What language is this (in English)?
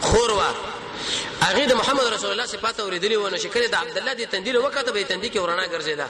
Pashto